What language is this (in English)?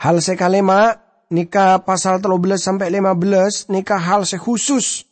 Madurese